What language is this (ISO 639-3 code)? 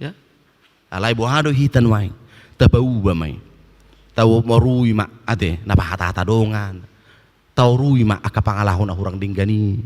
bbc